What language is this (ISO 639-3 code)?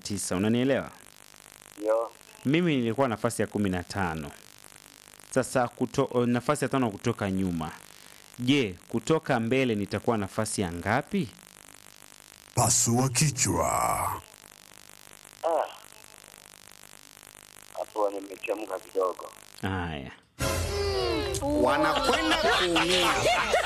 swa